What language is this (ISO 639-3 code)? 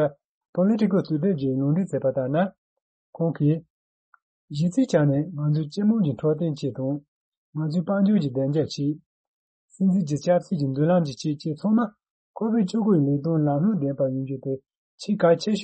bod